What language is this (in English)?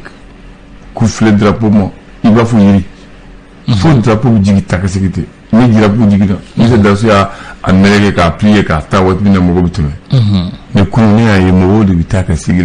Bambara